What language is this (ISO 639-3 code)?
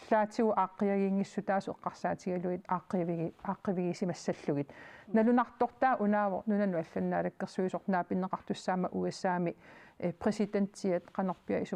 kal